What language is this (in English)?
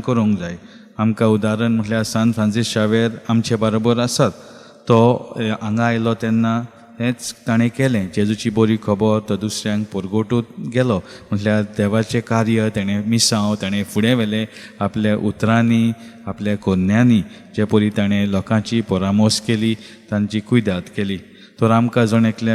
Konkani